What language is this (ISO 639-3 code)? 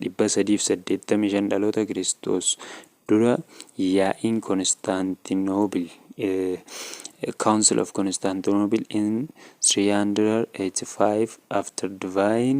orm